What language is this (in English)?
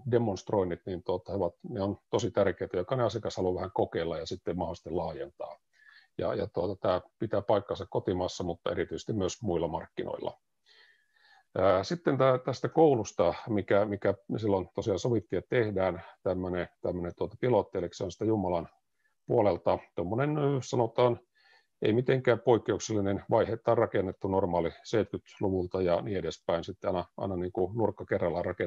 Finnish